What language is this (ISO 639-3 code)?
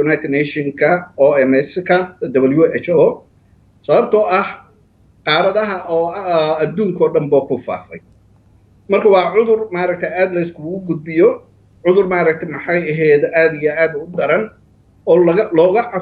som